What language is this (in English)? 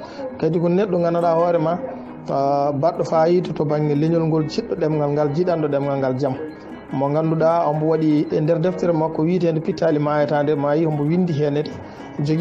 Fula